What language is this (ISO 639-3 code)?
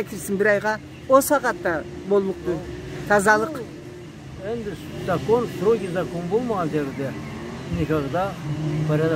krc